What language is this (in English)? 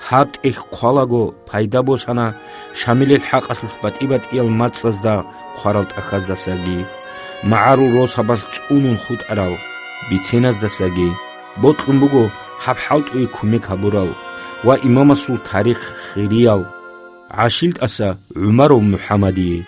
Avaric